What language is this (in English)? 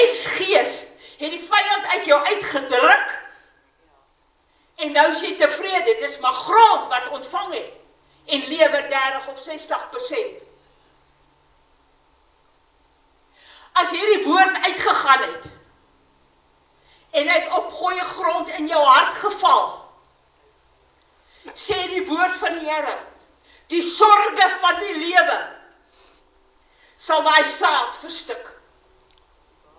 Afrikaans